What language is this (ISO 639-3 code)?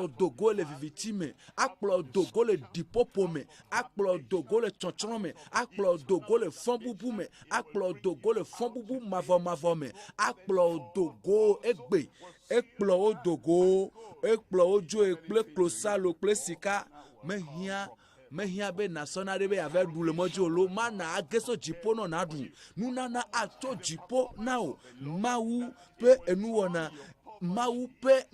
ewe